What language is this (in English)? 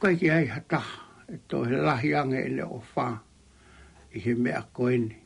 Tongan